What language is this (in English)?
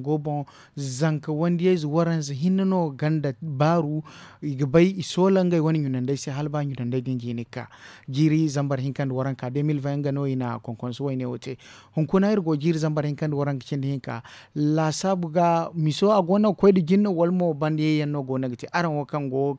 Zarma